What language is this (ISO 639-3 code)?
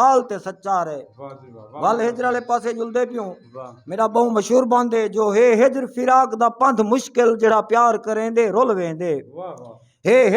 skr